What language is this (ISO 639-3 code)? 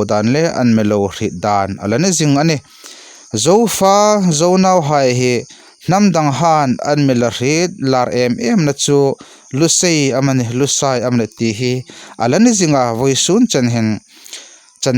hmr